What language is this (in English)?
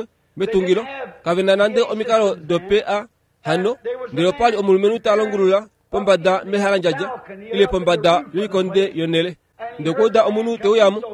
Kuanyama